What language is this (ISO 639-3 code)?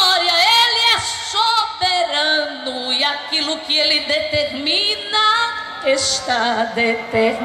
por